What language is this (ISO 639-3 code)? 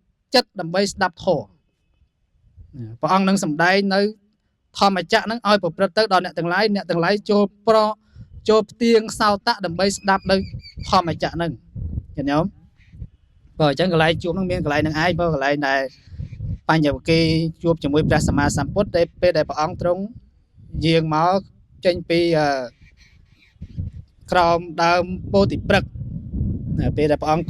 khm